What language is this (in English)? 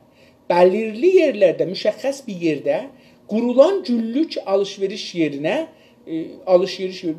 South Azerbaijani